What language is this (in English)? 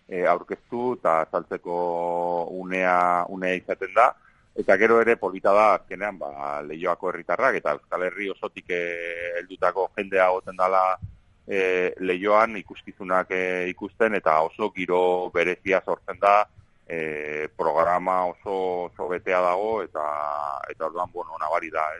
Basque